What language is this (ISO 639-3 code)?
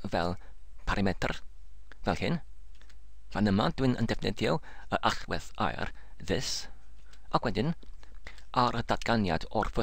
cym